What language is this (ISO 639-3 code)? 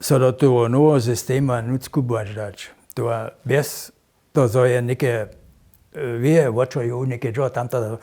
hsb